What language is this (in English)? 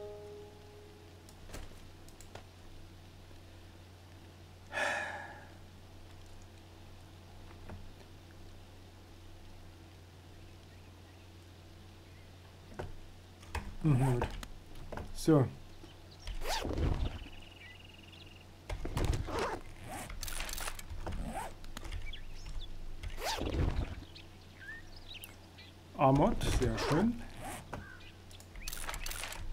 German